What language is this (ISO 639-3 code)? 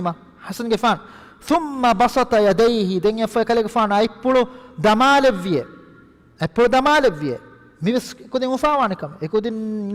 div